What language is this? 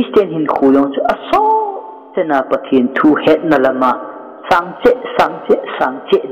Thado Chin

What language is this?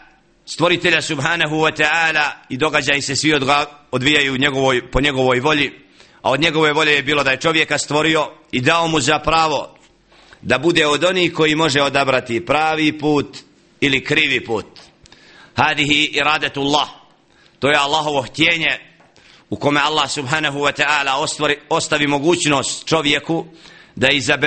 Bosnian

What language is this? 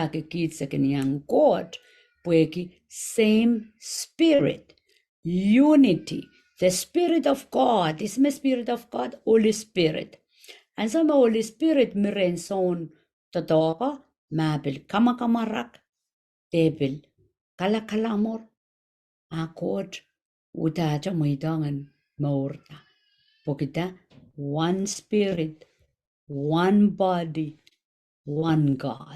Pohnpeian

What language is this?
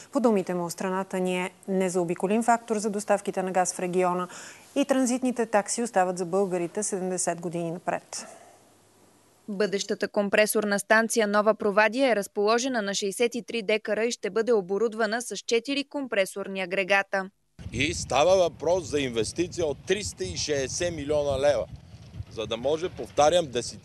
Bulgarian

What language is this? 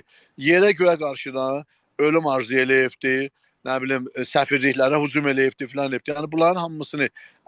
South Azerbaijani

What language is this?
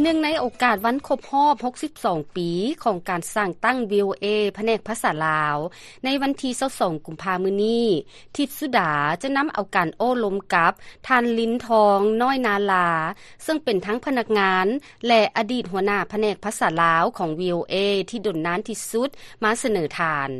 Lao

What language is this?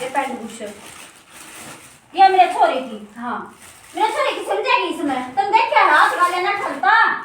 Haryanvi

